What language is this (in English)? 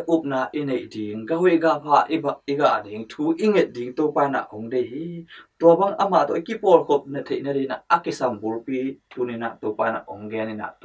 Tedim Chin